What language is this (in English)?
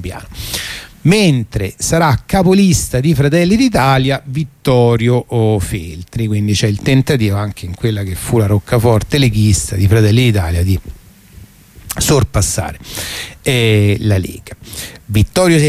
Italian